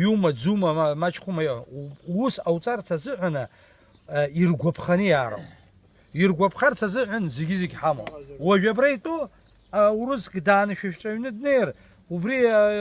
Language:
Abkhazian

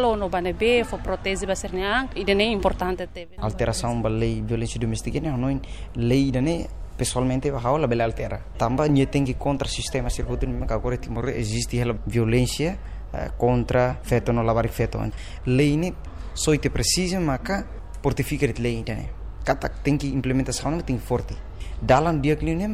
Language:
Tetum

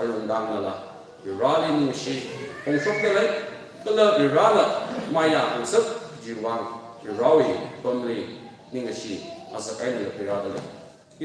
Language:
Tangkhul Naga (India)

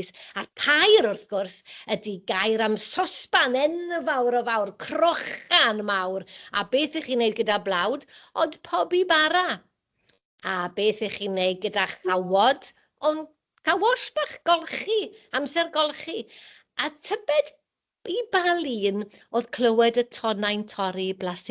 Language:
Welsh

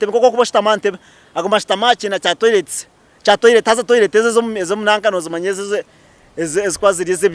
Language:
Nyankole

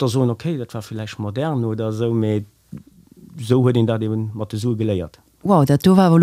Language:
Luxembourgish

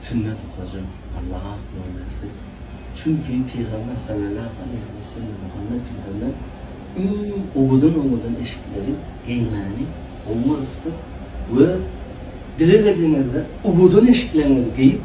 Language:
Turkmen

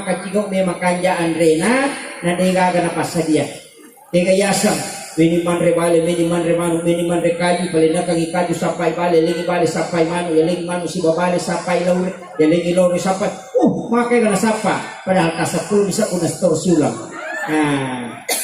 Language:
Buginese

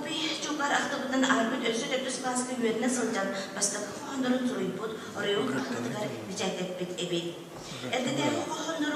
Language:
Yakut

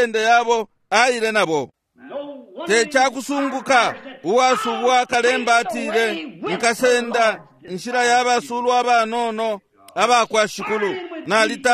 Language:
Bemba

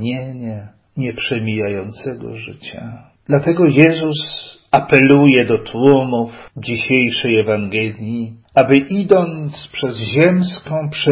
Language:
Polish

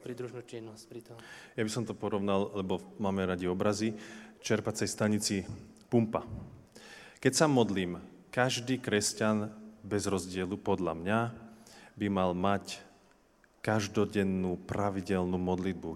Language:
Slovak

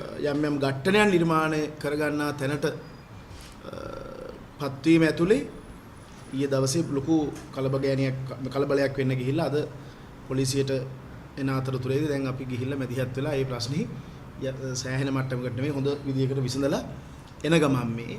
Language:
Sinhala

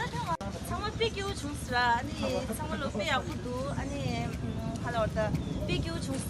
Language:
Tibetan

